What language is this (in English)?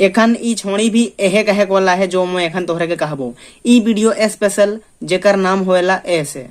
Sadri